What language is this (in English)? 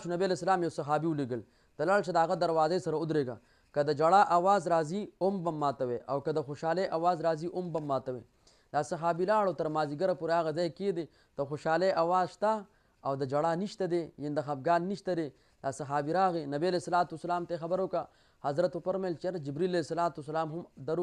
Pashto